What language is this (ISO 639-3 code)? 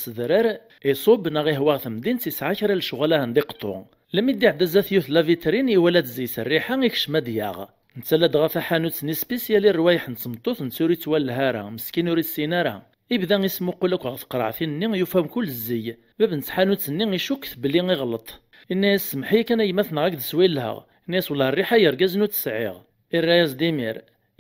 kab